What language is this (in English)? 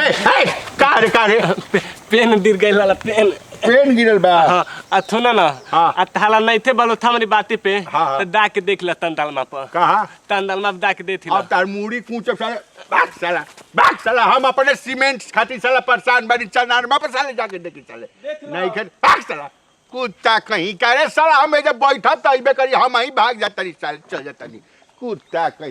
Bhojpuri